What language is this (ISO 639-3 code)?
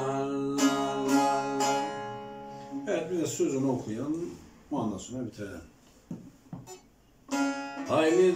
tur